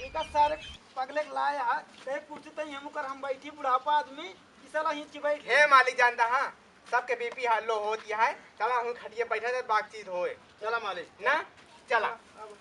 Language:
Awadhi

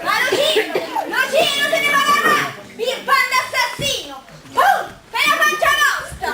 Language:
Neapolitan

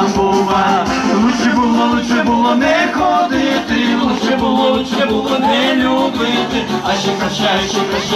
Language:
Romanian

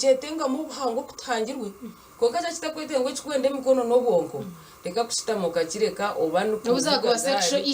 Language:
Nyankole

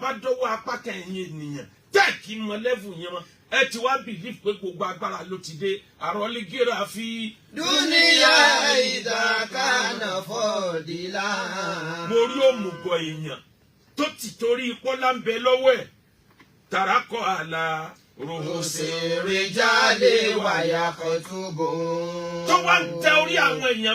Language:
Yoruba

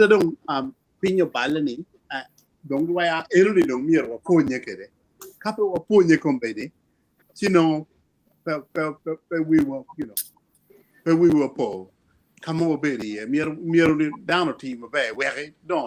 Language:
Acoli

